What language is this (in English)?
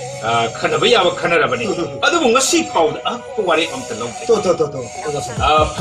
Manipuri